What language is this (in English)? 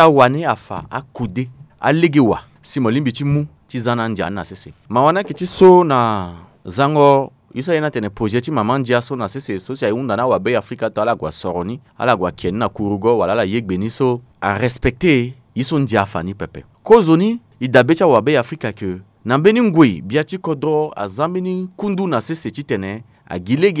Sango